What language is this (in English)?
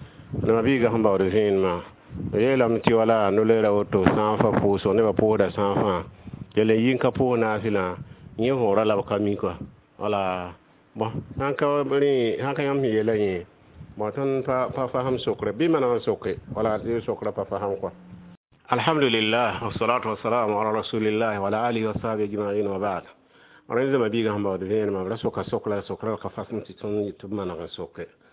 Mossi